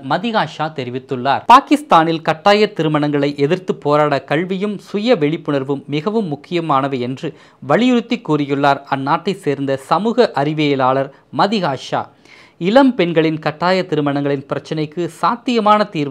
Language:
Tamil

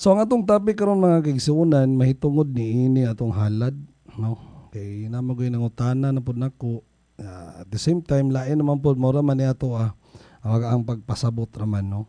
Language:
Cebuano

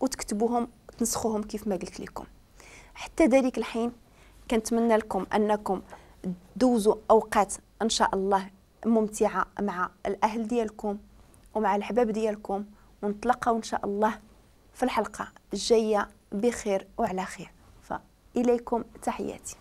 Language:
Moroccan Arabic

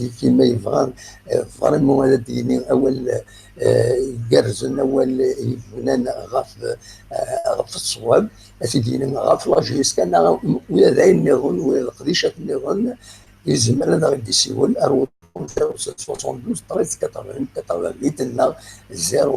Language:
Kabyle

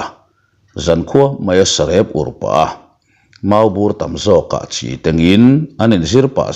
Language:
Mizo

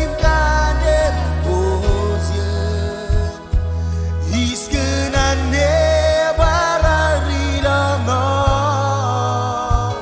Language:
Marshallese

